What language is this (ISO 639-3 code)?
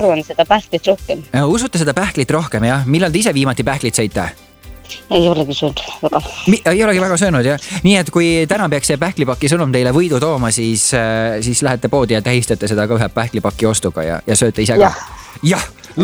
est